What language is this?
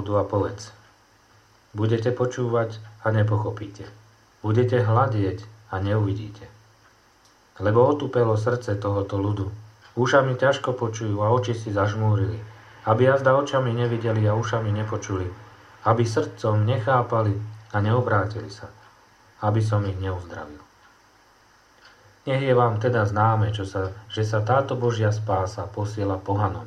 Slovak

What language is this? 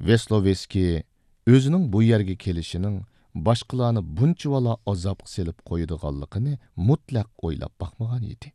Uyghur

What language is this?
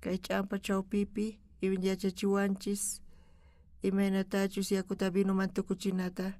South Bolivian Quechua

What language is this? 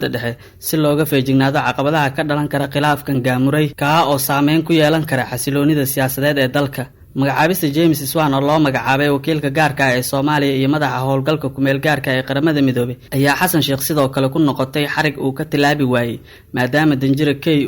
Somali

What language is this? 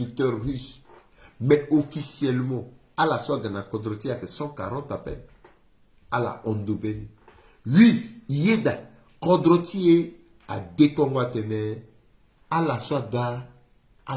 Sango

